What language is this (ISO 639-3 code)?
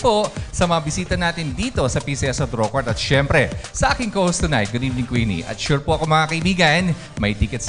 fil